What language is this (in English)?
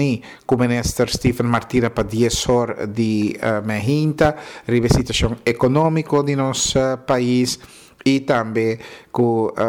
Papiamento